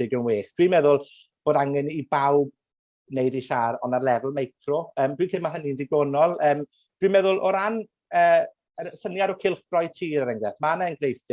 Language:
Welsh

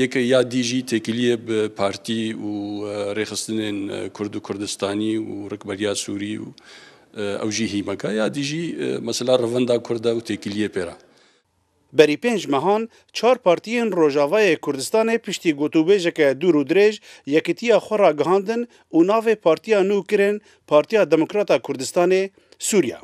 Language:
Kurdish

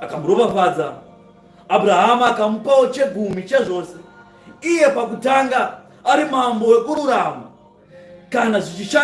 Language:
Shona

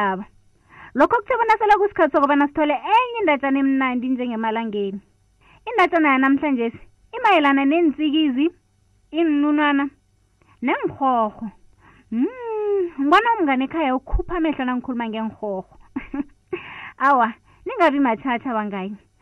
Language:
South Ndebele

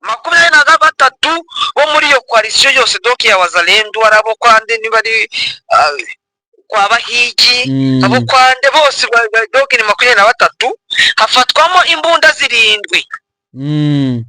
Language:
Kinyarwanda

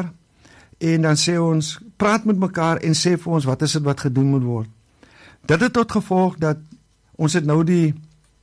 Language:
Afrikaans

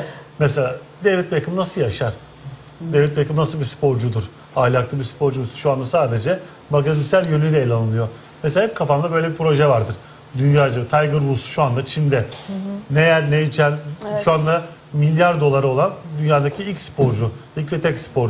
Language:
Turkish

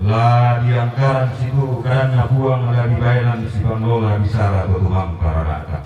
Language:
Toraja-Sa'dan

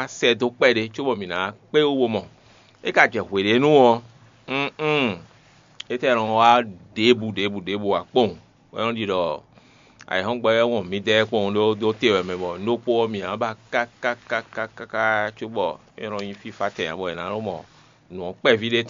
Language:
Fon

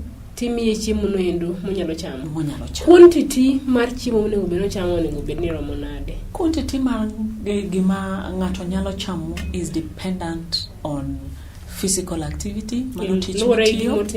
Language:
Luo (Kenya and Tanzania)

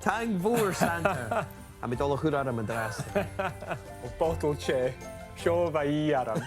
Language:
Scottish Gaelic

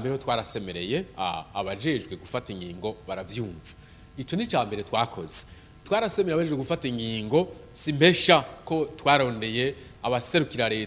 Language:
Rundi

